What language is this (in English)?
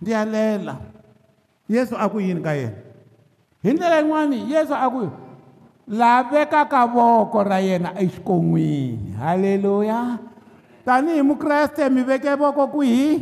Tsonga